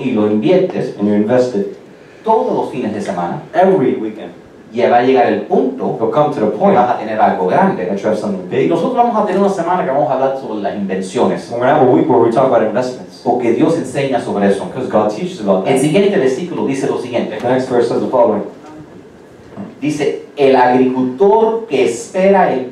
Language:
Spanish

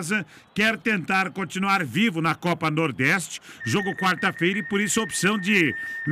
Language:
Portuguese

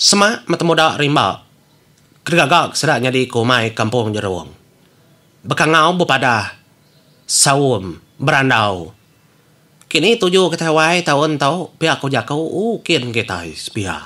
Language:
Iban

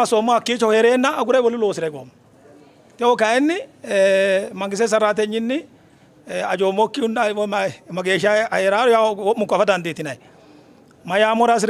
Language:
Sidamo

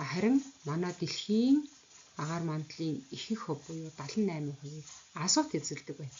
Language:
Mongolian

